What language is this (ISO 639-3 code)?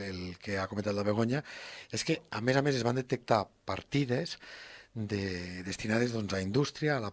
cat